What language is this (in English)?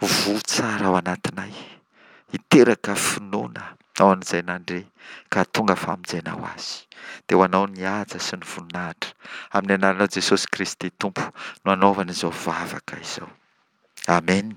Malagasy